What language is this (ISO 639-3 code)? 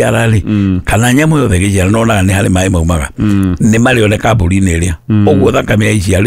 kik